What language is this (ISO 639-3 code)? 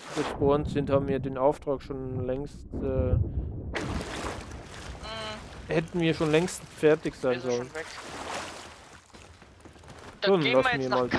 deu